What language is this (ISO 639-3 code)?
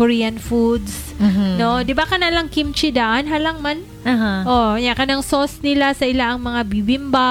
ceb